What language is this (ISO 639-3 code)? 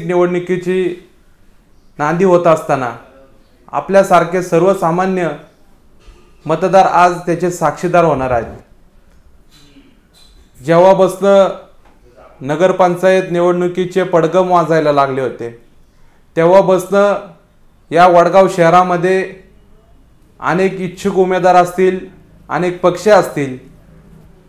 mar